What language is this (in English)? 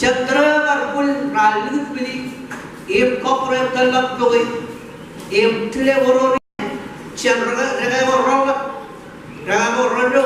Marshallese